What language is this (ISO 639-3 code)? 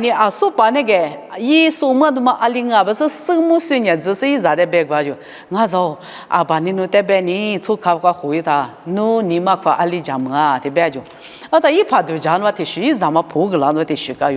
lis